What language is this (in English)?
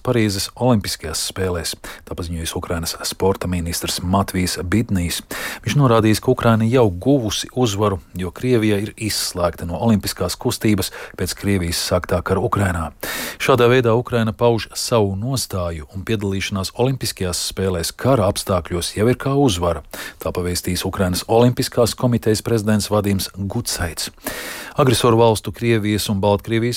Latvian